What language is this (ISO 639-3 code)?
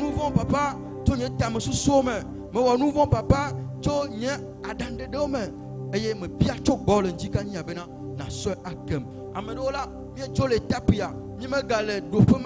ewe